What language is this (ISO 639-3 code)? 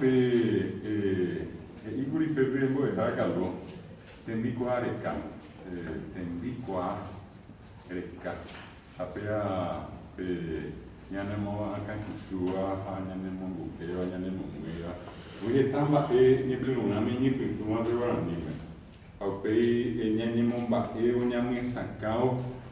grn